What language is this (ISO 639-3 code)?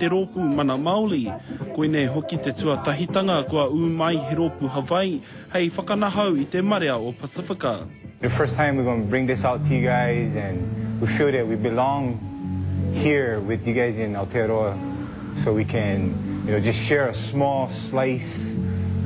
mri